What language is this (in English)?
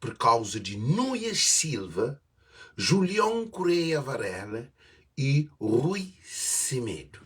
Kabuverdianu